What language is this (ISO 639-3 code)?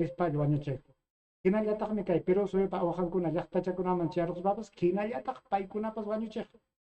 quy